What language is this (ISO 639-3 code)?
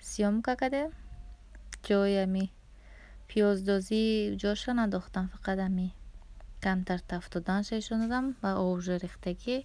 tgk